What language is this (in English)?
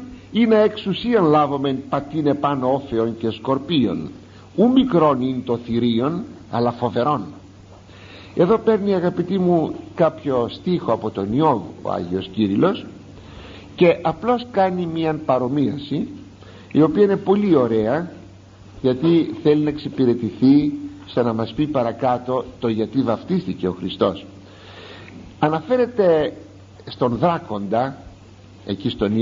Greek